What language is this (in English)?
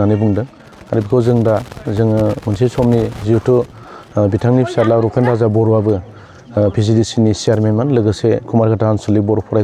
Bodo